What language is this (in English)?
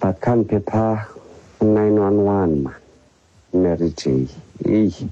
Xhosa